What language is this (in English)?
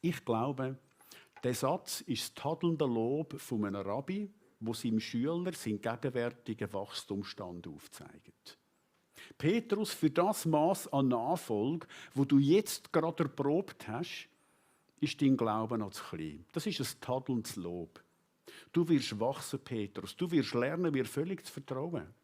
Swiss German